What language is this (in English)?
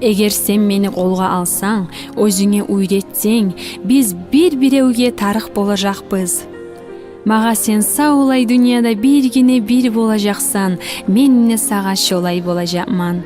Kumyk